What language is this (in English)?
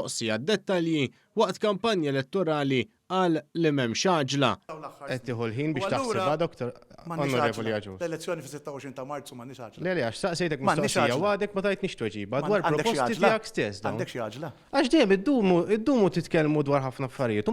Maltese